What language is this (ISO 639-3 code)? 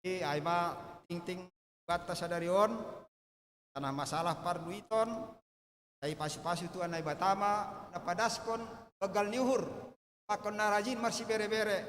bts